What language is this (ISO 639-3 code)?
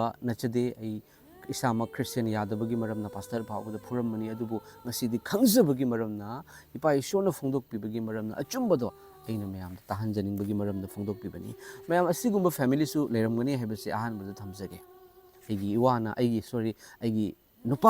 mni